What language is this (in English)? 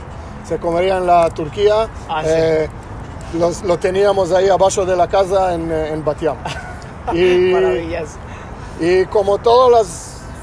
Ladino